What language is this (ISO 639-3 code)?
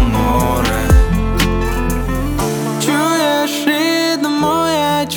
ukr